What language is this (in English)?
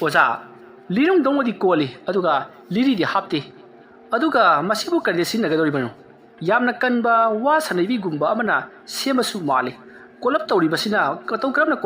Manipuri